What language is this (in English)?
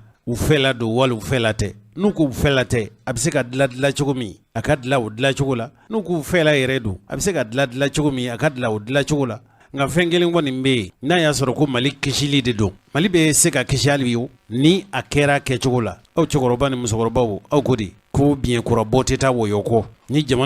Bambara